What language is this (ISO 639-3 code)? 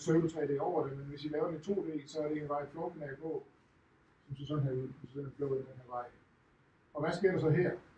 dan